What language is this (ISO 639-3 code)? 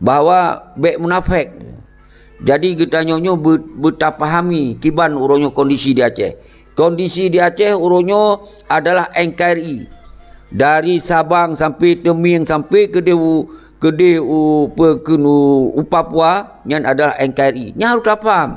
ace